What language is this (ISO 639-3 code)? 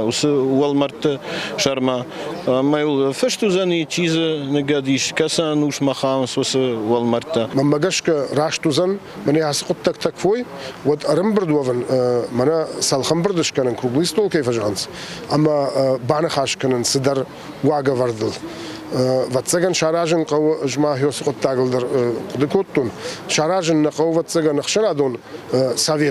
oss